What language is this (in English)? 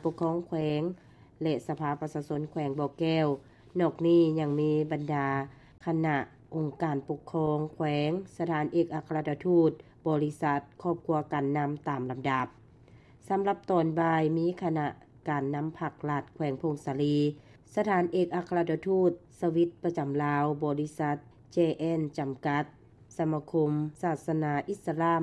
Lao